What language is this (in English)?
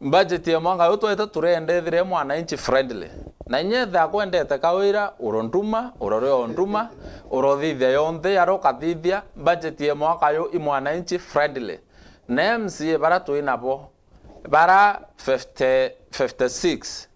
Meru